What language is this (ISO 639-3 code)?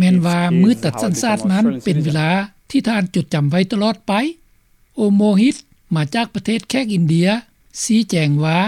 lao